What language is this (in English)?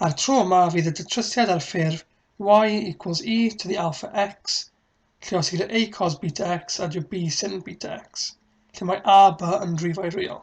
Welsh